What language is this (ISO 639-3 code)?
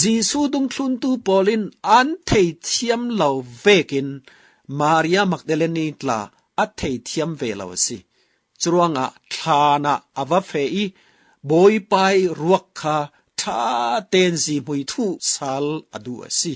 cfm